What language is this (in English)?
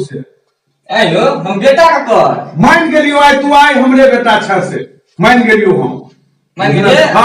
Maithili